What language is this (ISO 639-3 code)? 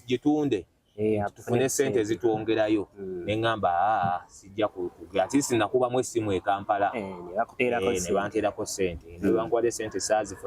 lug